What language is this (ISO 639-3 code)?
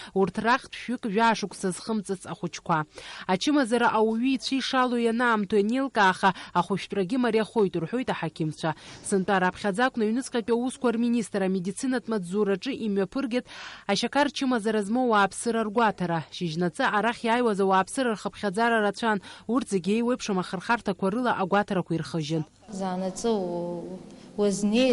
abk